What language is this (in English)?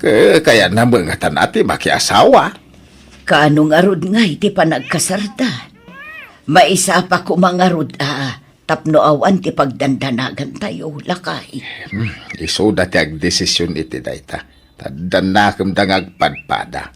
Iloko